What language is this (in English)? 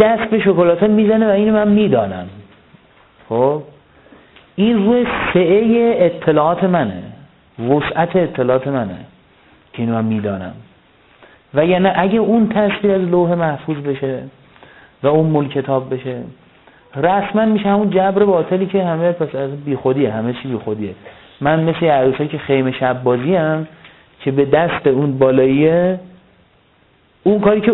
Persian